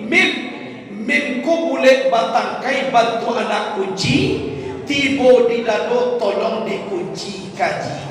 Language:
Minangkabau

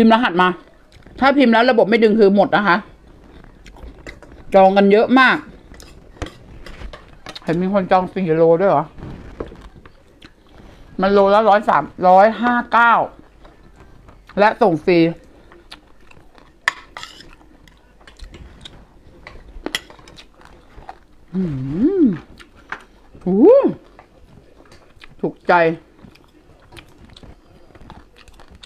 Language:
Thai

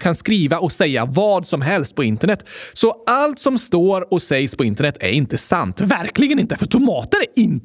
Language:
Swedish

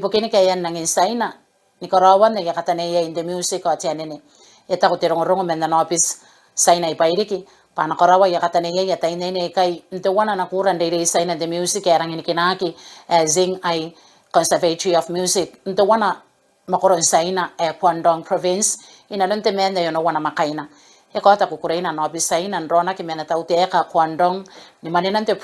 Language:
Gilbertese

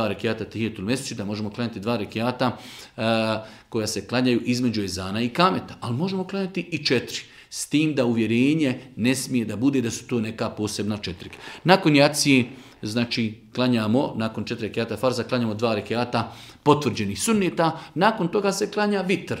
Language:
Bosnian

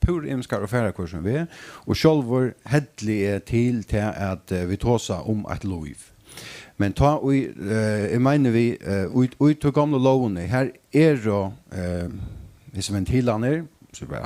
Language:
Faroese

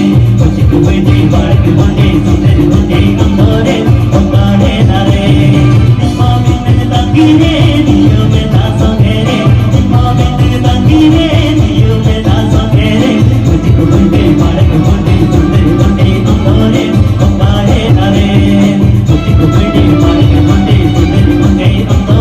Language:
Santali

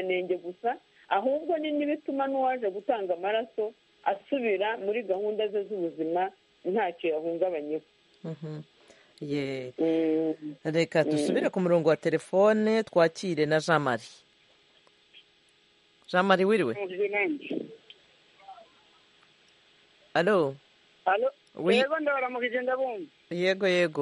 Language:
Kinyarwanda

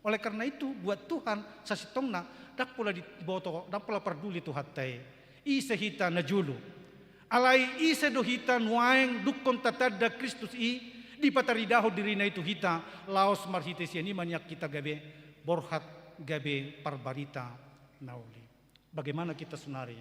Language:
Batak Toba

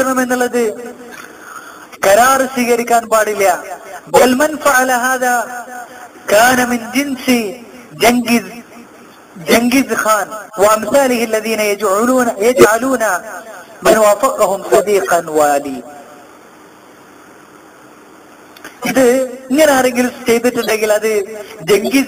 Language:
Malayalam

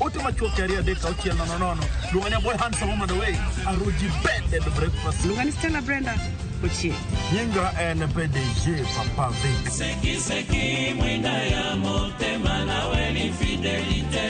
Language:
Luo (Kenya and Tanzania)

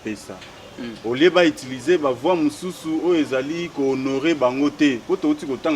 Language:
Lingala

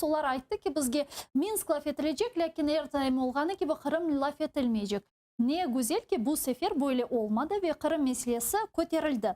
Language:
Crimean Tatar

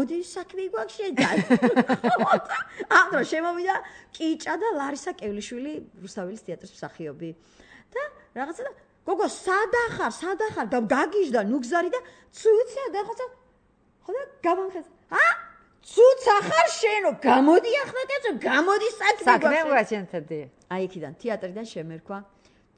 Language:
Georgian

